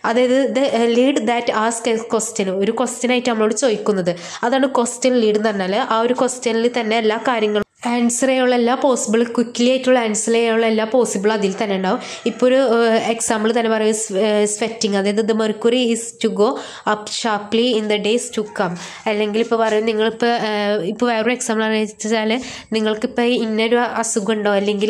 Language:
Malayalam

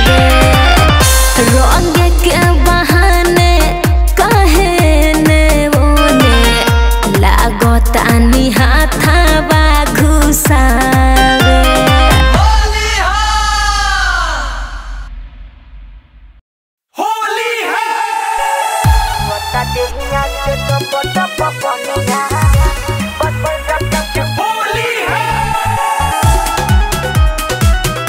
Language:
Bhojpuri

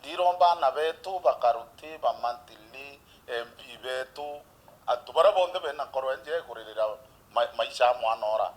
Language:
Meru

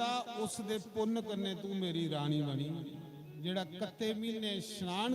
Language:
Dogri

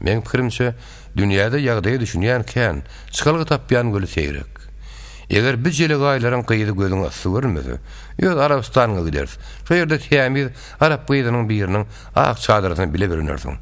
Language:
Turkmen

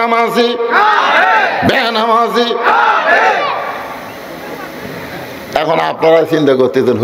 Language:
Bangla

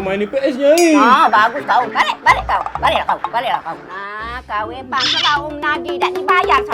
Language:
Musi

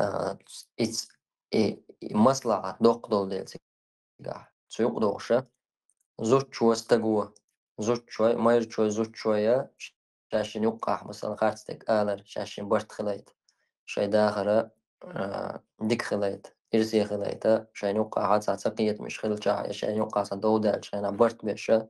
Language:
Chechen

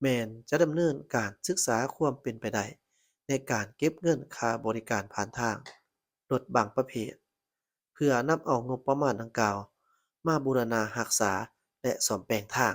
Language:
Lao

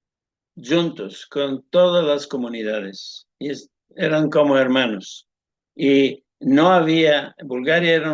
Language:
Ladino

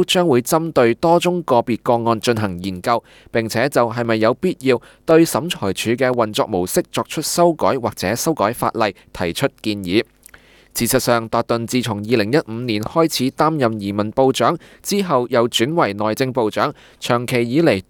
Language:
Cantonese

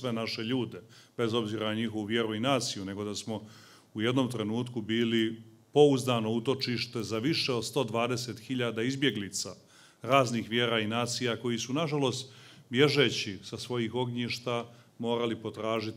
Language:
Serbian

